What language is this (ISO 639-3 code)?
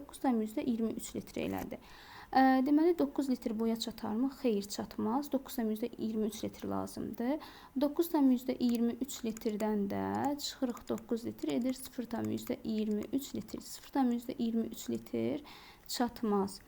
aze